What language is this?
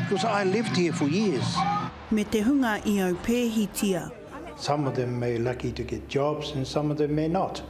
Māori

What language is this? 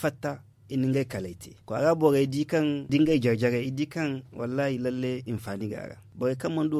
Zarma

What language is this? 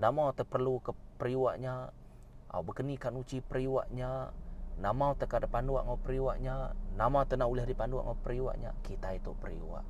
Iban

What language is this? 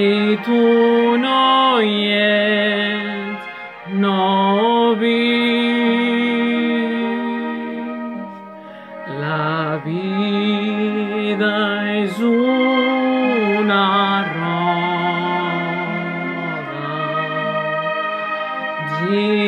Catalan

